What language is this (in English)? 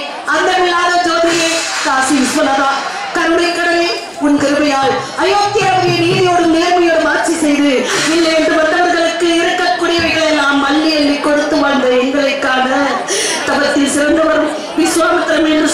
Tamil